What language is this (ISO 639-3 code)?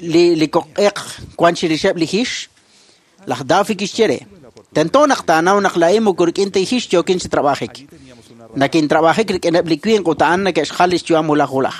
kek